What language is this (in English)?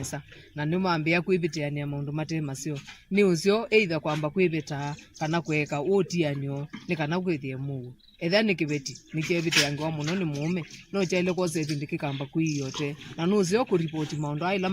Kamba